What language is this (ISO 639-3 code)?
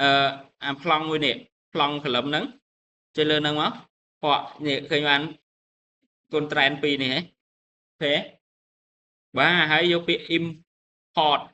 khm